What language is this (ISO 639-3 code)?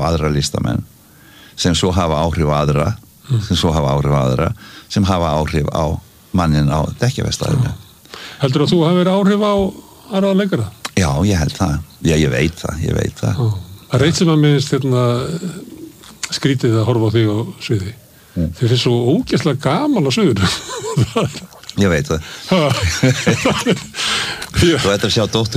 isl